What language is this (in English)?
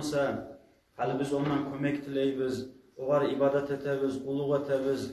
Kumyk